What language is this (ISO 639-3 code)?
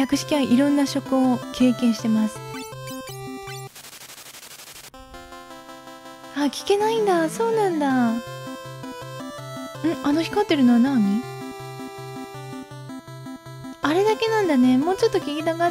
jpn